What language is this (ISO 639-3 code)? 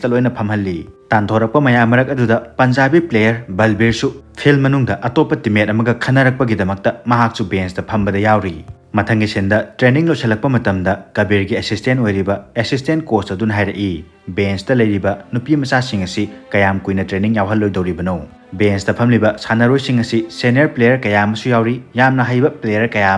mni